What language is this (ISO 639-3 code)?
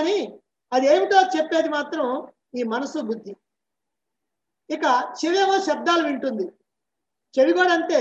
tel